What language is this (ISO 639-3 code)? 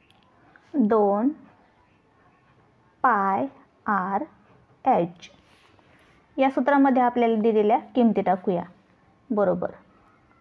mar